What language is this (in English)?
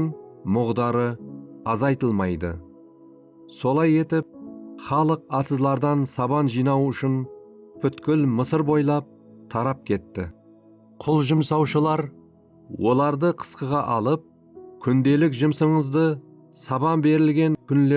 Kara-Kalpak